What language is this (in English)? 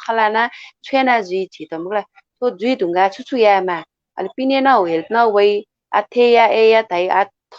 Newari